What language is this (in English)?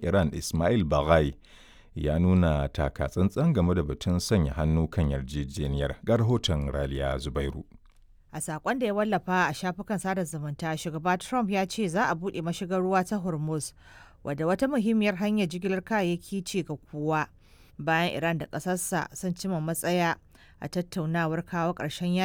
Hausa